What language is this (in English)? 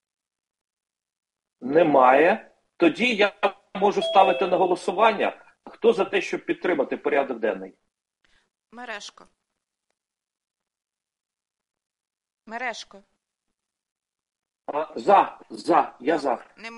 Ukrainian